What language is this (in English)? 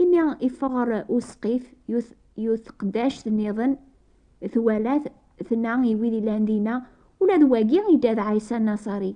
Kabyle